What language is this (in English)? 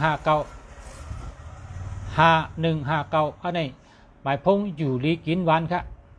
Shan